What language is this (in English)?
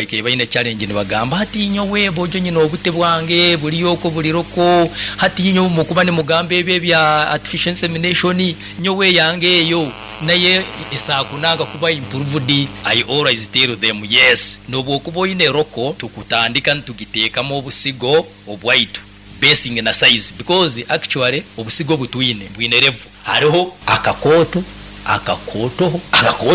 Nyoro